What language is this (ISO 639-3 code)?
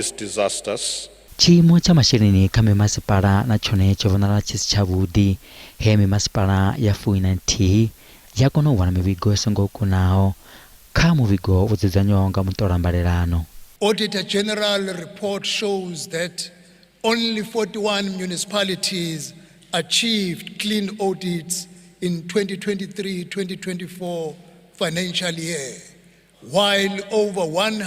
ven